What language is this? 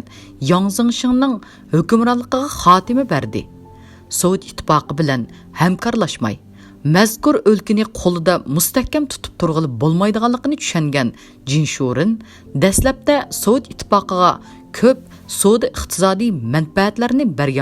Uyghur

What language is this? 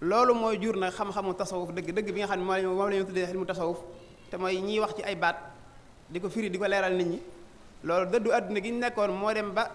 Wolof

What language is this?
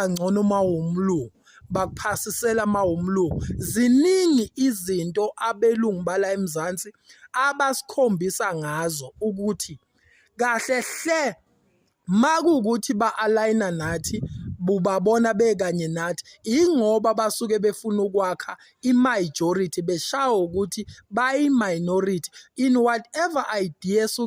Zulu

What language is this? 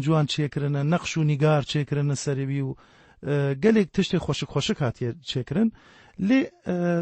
Kurdish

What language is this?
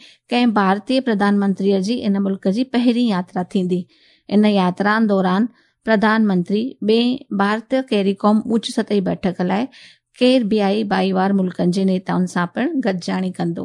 Sindhi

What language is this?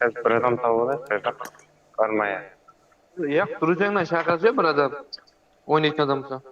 Kara-Kalpak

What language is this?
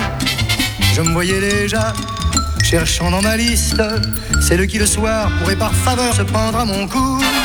French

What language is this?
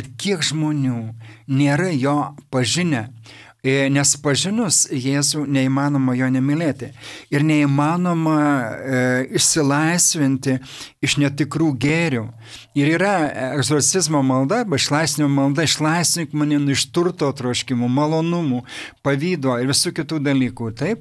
Lithuanian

